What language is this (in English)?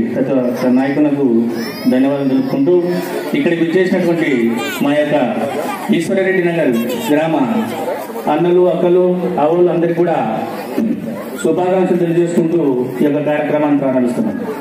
Telugu